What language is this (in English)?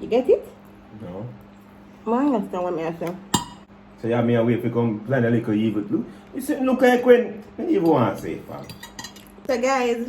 Jamaican Creole English